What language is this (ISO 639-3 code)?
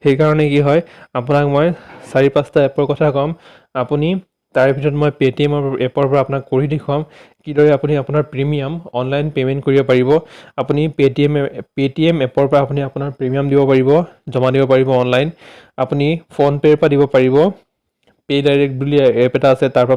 asm